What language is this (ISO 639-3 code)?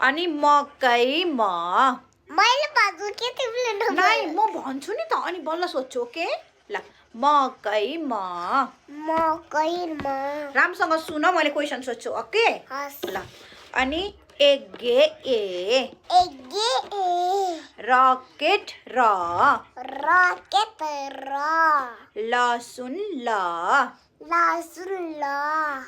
nep